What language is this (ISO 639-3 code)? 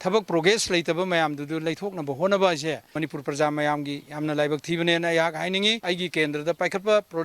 mni